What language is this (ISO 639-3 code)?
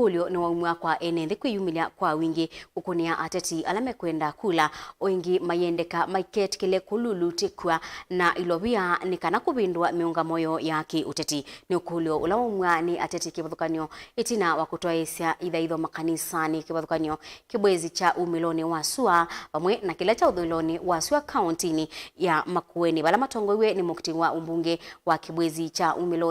kam